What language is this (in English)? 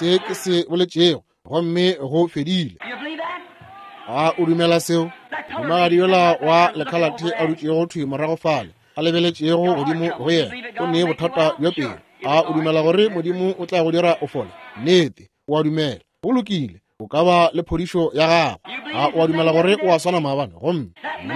Northern Sotho